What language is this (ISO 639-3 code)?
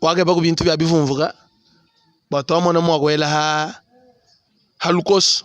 lua